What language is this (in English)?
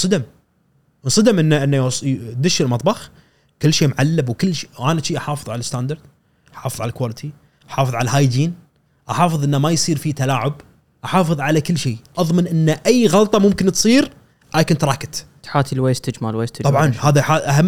Gulf Arabic